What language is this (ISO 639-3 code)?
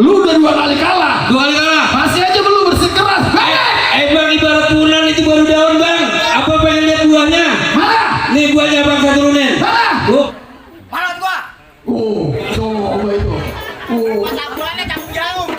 bew